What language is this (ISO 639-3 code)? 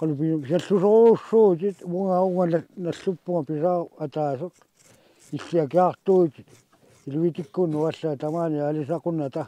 kal